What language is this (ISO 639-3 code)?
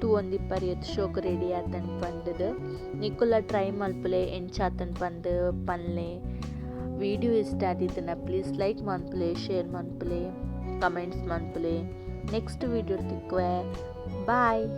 tcy